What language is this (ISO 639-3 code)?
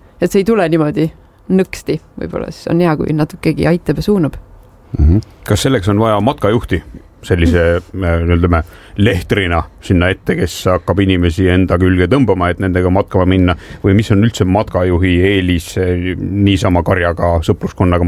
est